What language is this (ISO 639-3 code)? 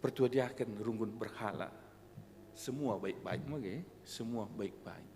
btx